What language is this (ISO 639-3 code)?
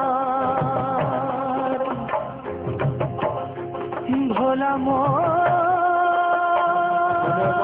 ben